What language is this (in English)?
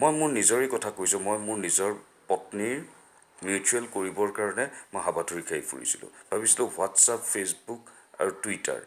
Assamese